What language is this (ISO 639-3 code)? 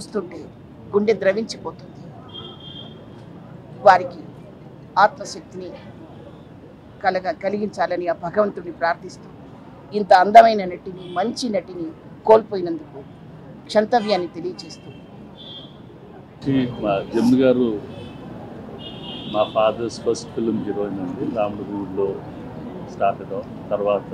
tel